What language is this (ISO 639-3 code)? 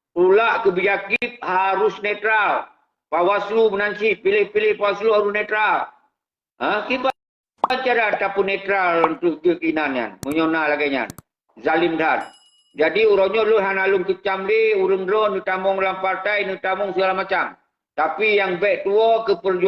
ace